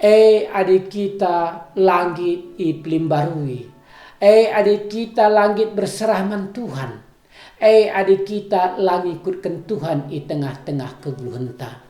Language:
Batak Karo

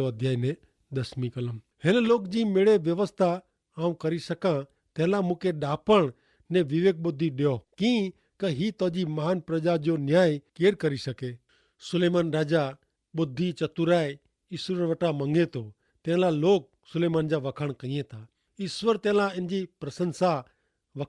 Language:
Kachhi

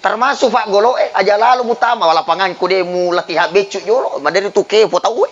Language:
Buginese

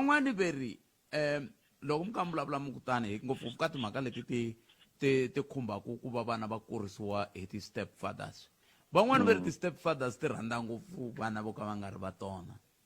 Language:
Tsonga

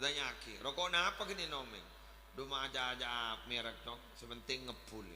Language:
Madurese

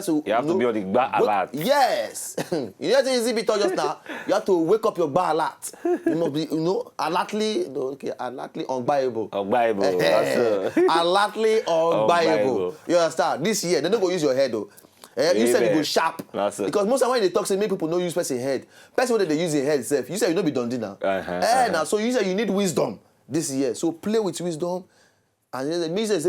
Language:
Nigerian Pidgin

